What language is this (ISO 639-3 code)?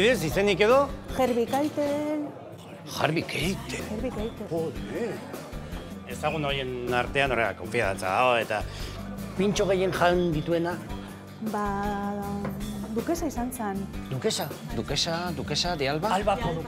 eus